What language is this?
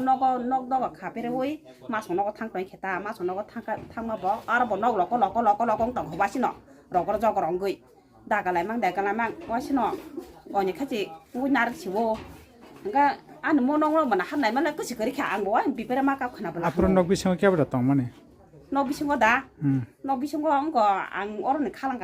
Kok Borok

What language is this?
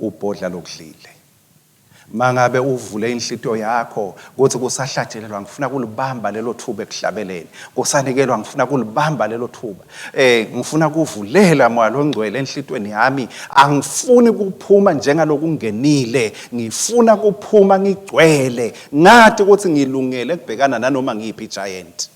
Swati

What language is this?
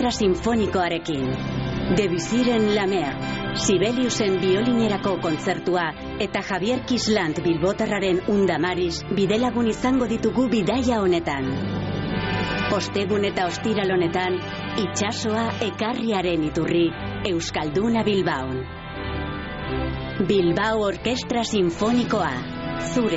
Basque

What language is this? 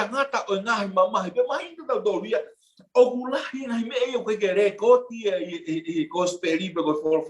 Tongan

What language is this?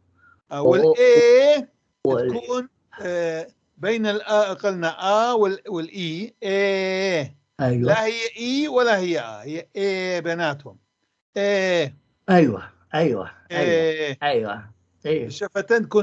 North Levantine Arabic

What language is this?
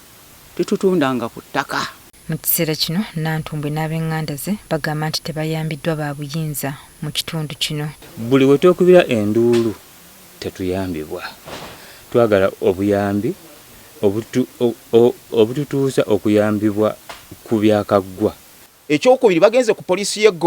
Ganda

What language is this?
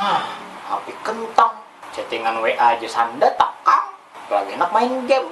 Banjar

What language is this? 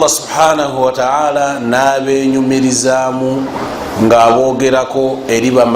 Ganda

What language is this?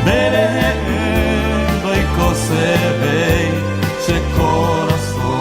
Guarani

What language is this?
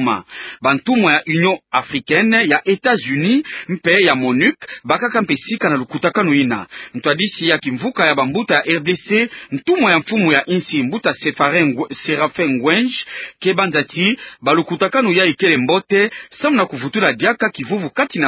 Kituba (Democratic Republic of Congo)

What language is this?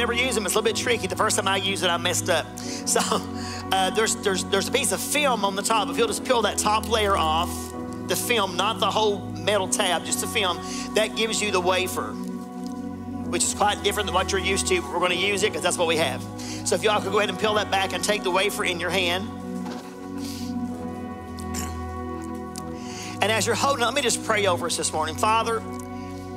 English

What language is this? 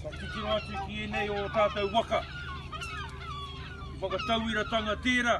Māori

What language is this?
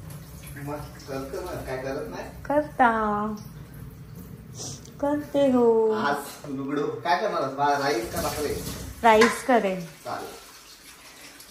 Marathi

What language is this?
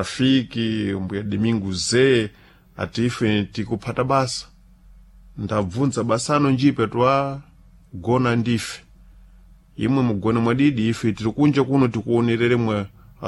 Sena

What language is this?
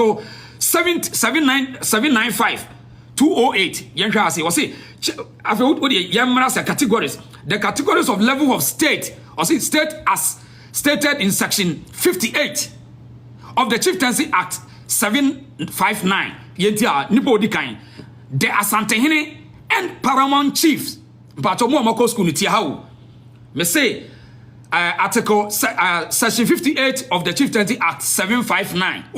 Akan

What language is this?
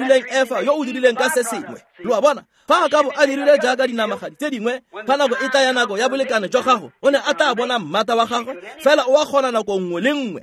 Tswana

